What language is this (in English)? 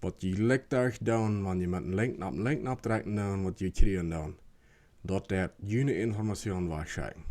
Plautdietsch